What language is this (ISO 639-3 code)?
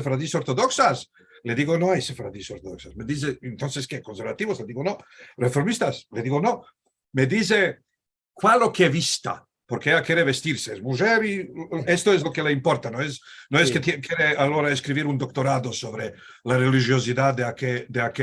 lad